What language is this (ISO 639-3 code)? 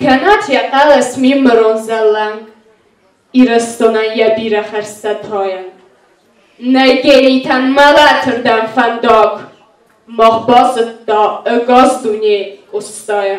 oss